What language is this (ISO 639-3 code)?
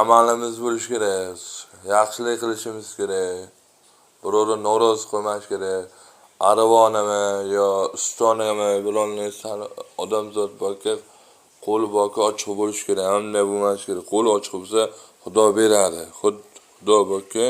uzb